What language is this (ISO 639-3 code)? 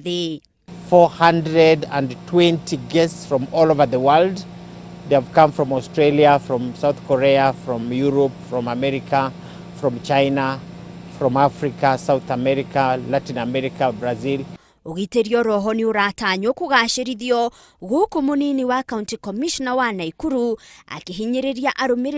kik